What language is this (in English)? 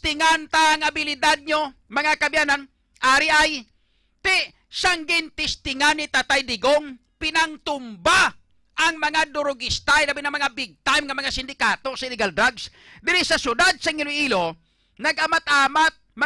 Hiligaynon